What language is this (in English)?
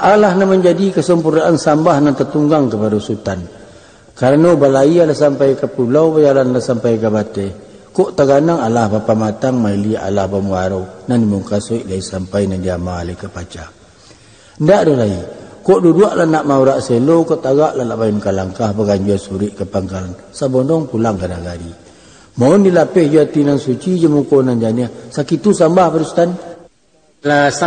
Minangkabau